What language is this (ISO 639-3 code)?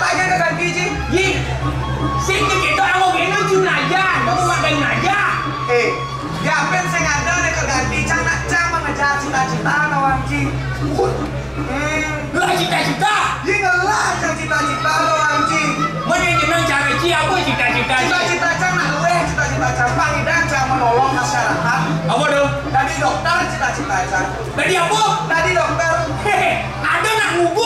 ban